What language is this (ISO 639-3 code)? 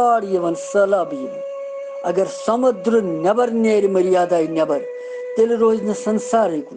kas